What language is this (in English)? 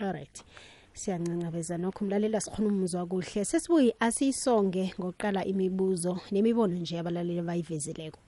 South Ndebele